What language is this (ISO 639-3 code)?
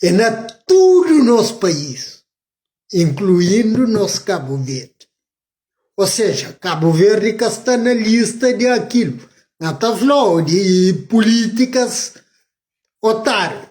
kea